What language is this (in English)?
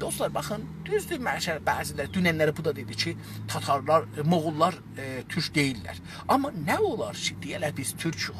South Azerbaijani